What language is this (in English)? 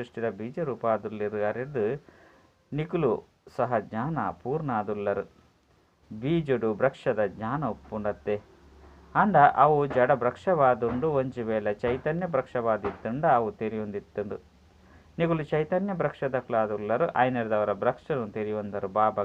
Tulu